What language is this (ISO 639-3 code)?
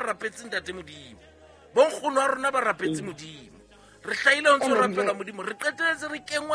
sot